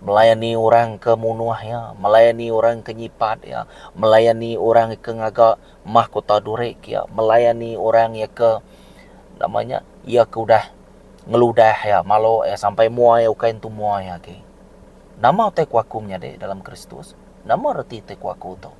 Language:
Iban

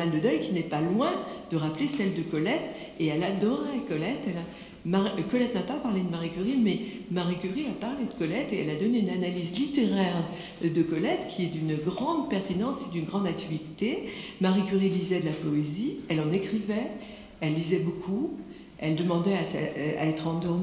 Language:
French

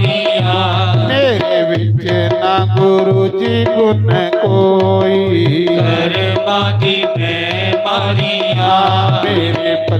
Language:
Dogri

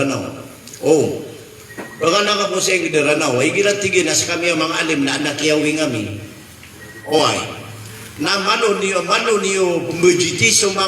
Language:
Maranao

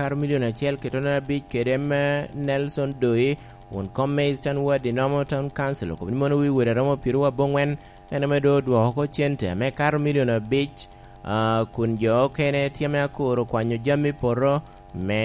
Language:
Lango (Uganda)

